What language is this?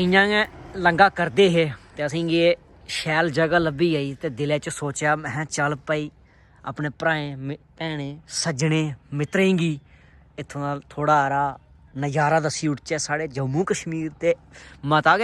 Dogri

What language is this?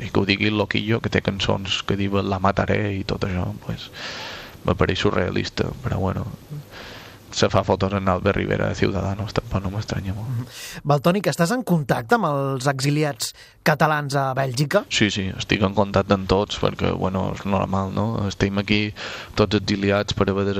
Catalan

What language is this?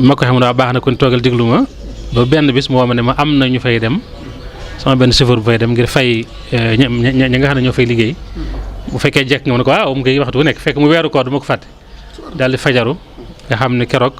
Wolof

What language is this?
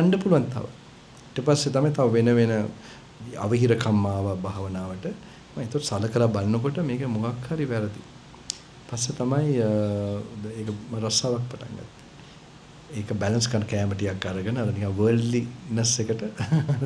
Sinhala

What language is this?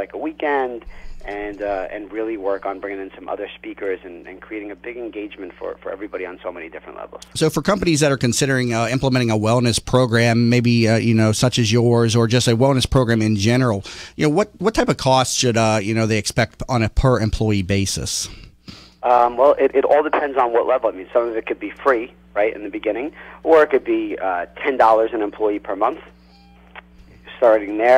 English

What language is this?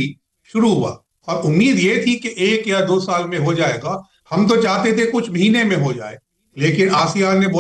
Hindi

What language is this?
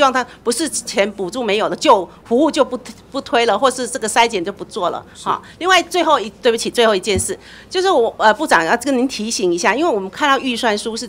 Chinese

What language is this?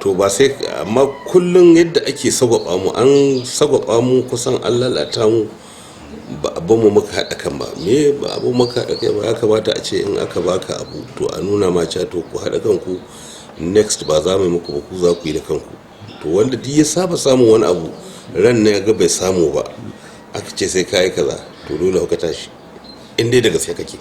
Hausa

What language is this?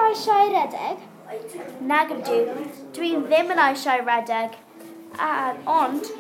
Welsh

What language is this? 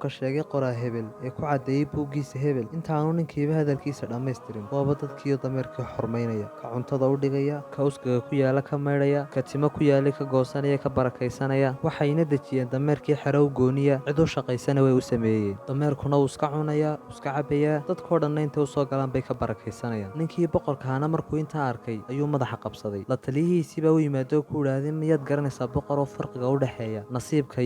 Somali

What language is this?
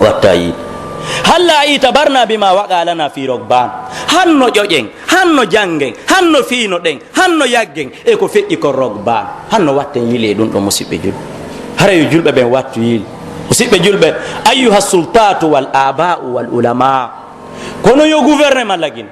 Pular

